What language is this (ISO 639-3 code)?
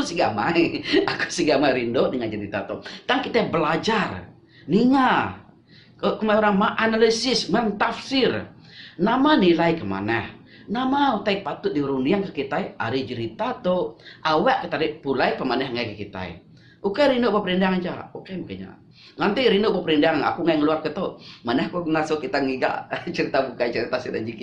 iba